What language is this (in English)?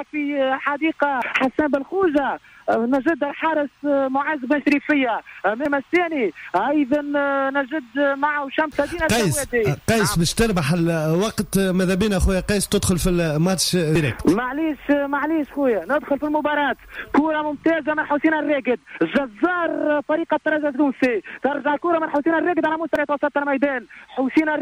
Tunisian Arabic